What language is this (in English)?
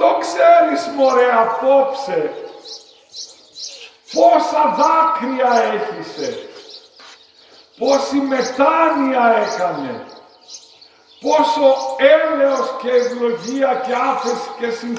Greek